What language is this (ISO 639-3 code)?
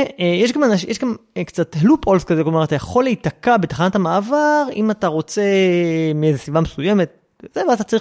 heb